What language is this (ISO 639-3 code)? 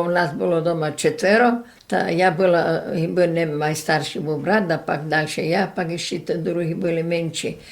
rue